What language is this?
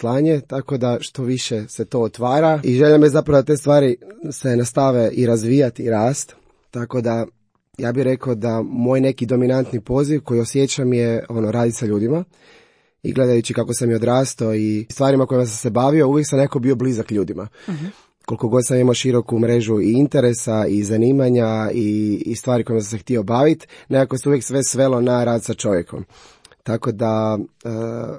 Croatian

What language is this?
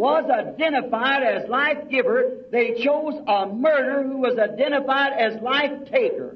Bemba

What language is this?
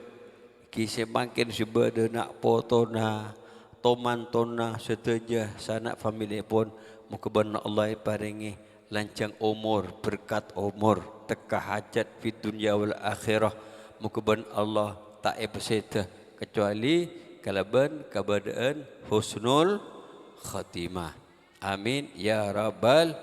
Madurese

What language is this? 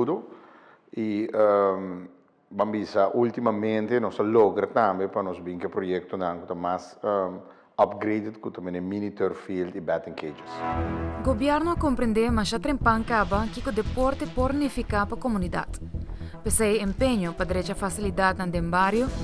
Papiamento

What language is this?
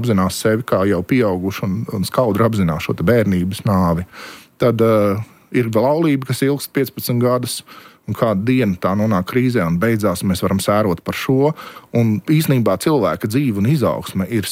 Latvian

